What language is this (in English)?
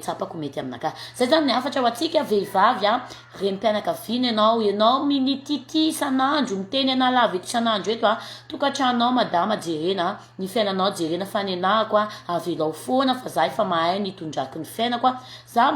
Malagasy